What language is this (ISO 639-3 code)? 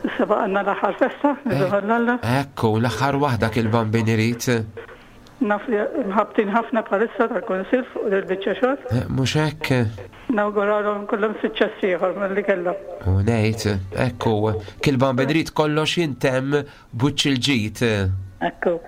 mlt